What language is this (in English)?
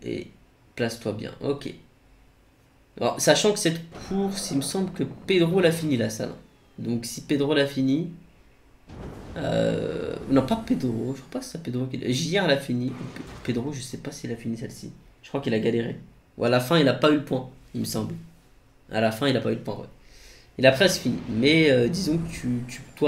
French